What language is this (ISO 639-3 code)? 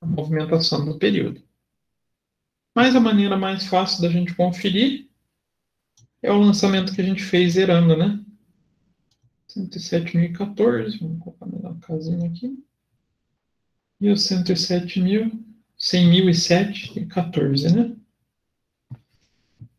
por